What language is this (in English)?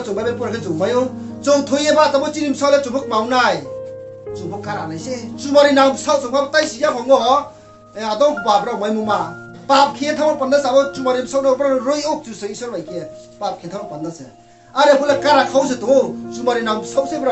Riang (India)